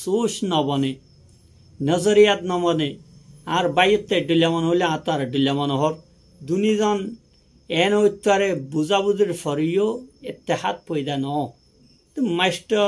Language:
Rohingya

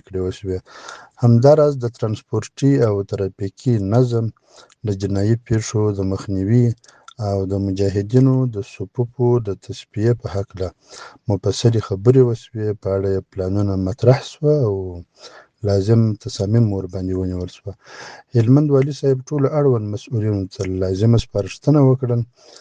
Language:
Pashto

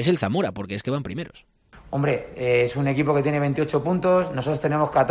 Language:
Spanish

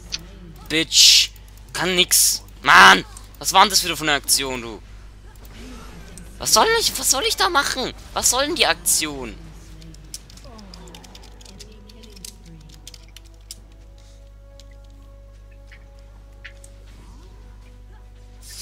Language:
German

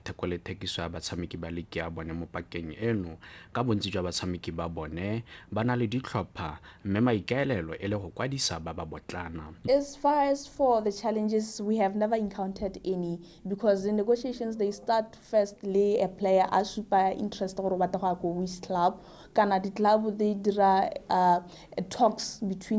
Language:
Tswana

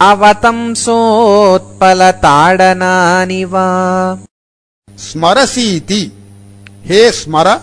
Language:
Sanskrit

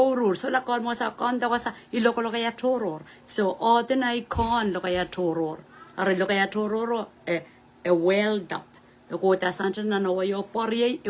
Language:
Pohnpeian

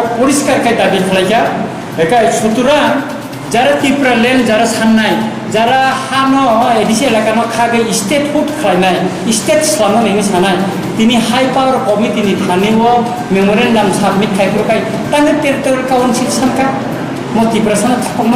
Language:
Kok Borok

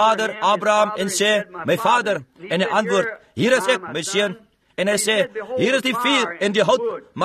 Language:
Afrikaans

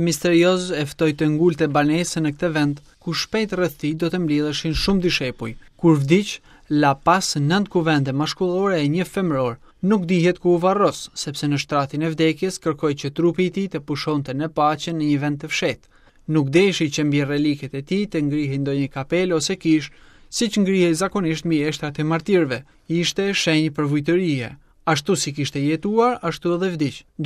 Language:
Albanian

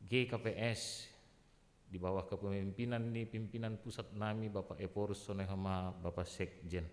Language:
Batak Simalungun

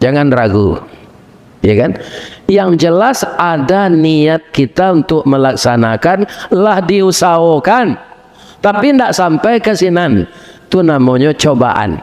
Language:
Minangkabau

